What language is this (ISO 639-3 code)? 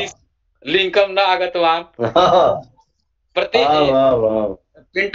san